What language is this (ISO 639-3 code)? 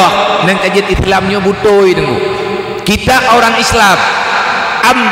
ace